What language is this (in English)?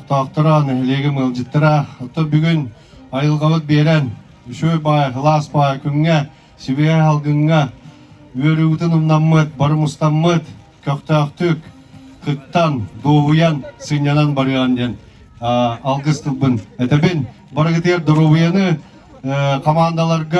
Yakut